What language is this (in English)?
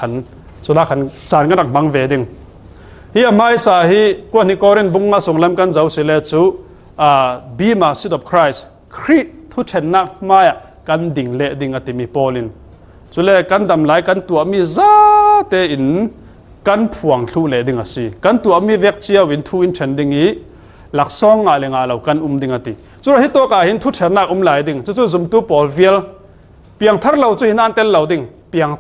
Falam Chin